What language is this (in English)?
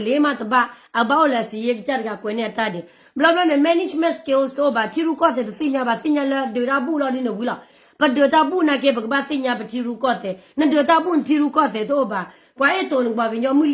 S'gaw Karen